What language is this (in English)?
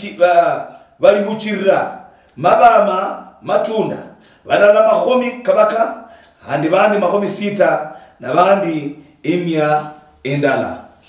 Luyia